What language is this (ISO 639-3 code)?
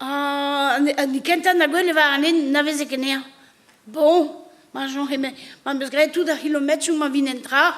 bre